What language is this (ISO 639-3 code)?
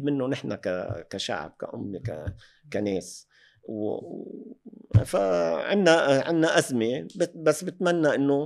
apc